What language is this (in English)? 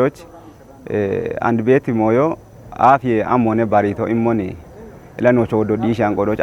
Kafa